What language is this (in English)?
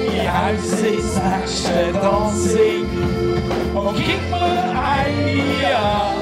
Swiss German